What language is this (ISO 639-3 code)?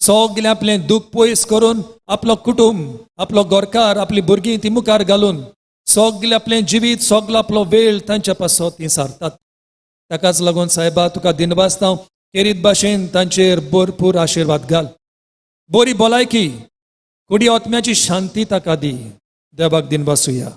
kok